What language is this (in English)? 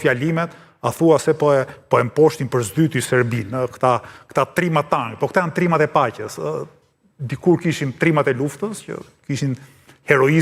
Albanian